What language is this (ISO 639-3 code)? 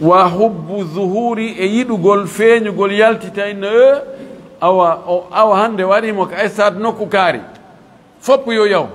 ful